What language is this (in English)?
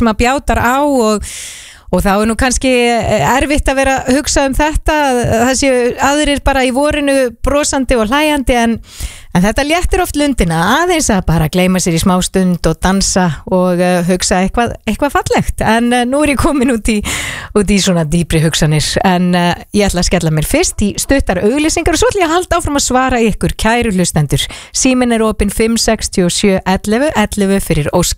Icelandic